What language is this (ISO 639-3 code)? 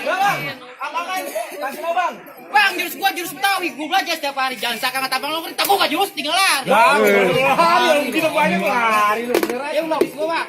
bew